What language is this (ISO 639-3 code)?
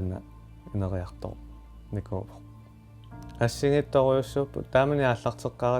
kal